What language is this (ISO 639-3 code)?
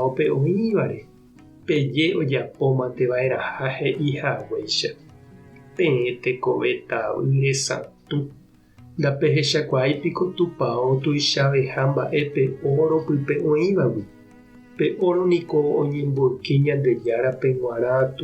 grn